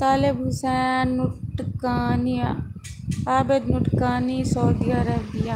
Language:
Saraiki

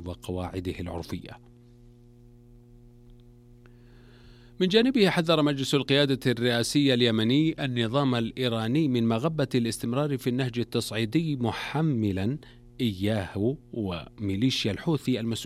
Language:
Arabic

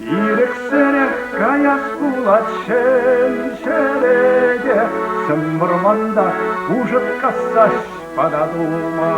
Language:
Chuvash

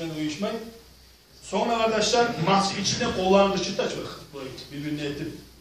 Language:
Kumyk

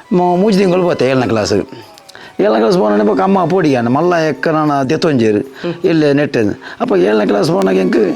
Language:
Tulu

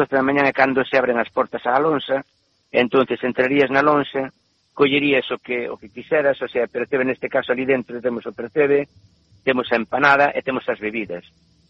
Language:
Galician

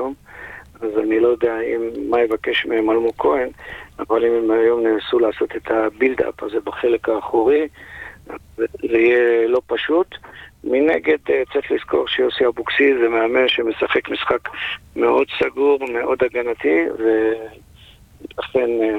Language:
Hebrew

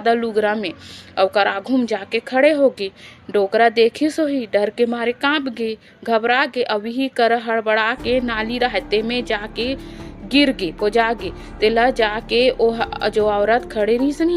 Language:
Chhattisgarhi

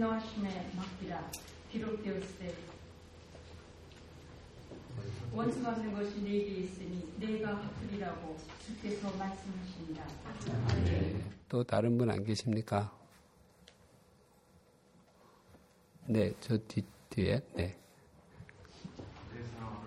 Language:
Korean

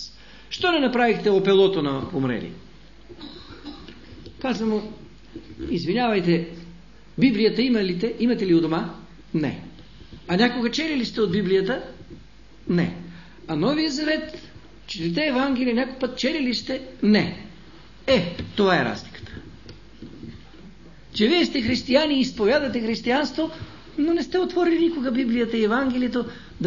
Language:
Bulgarian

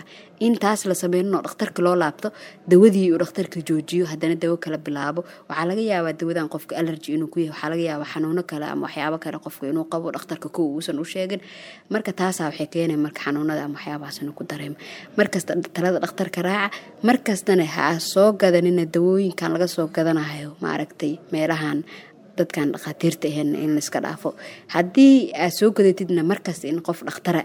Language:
Somali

